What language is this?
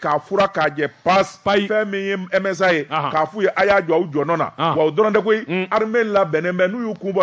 Bambara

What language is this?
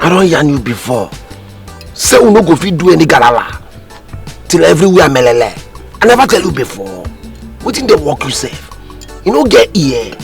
Nigerian Pidgin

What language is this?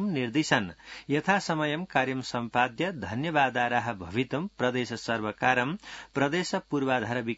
Sanskrit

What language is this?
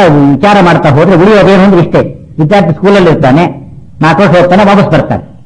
Kannada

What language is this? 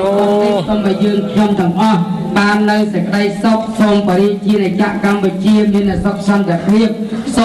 Khmer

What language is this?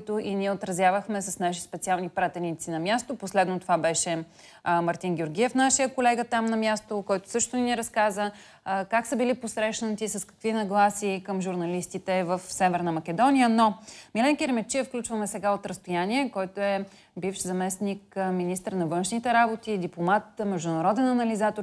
Bulgarian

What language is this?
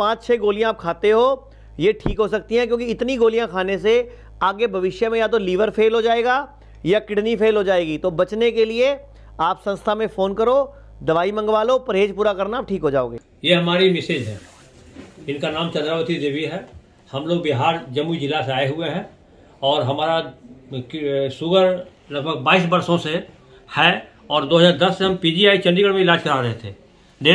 Hindi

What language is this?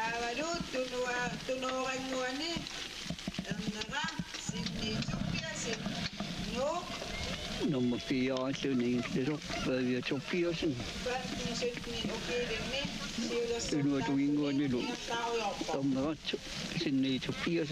Kalaallisut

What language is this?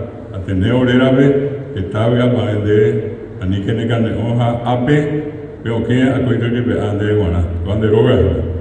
Guarani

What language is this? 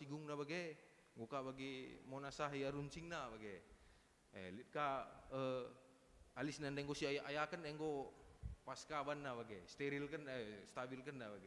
Batak Karo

